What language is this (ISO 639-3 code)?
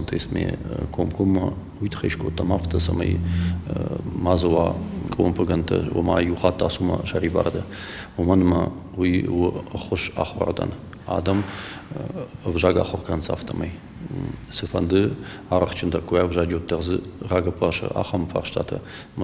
oss